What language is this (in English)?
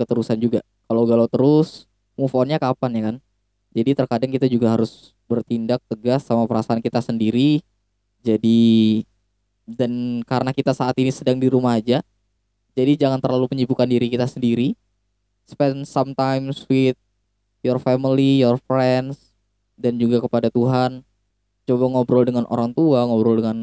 Indonesian